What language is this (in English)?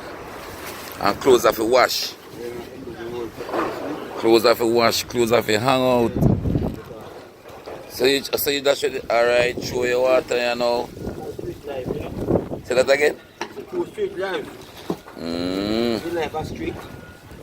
Jamaican Creole English